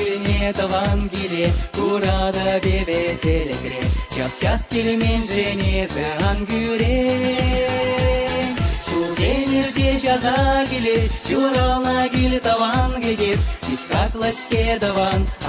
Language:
Chuvash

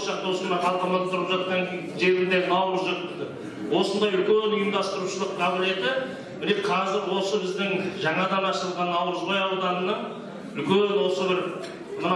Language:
Kazakh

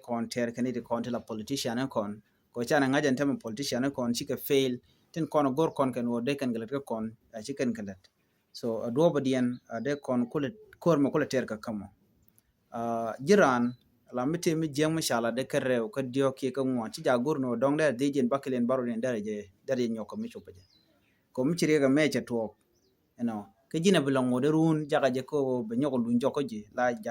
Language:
Nuer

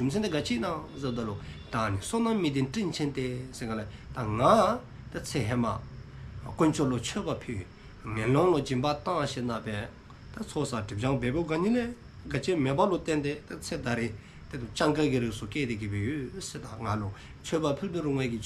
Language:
Dzongkha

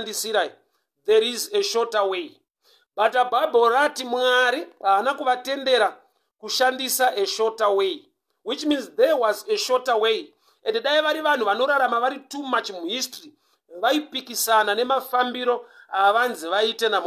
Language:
Shona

